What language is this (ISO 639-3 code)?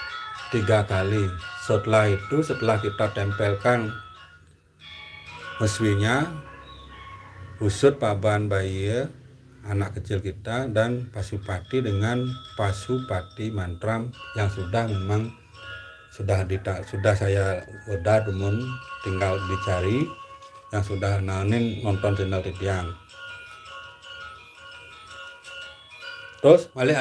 ind